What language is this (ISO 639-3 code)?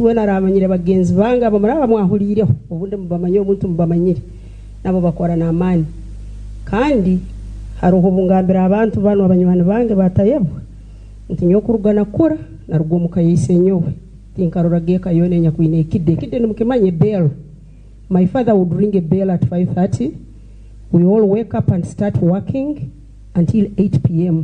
nyn